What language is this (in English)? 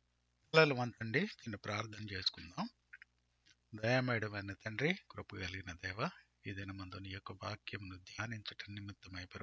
Telugu